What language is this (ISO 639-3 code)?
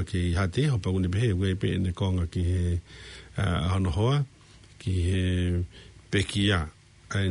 ton